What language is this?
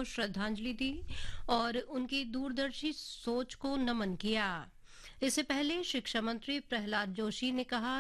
Hindi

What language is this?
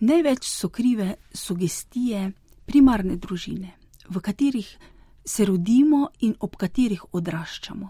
Slovenian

